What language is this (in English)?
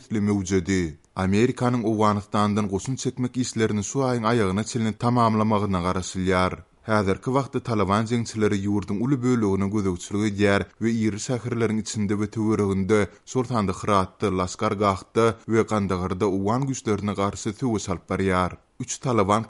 Turkmen